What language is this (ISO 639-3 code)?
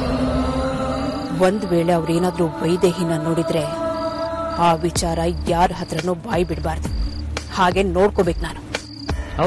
kan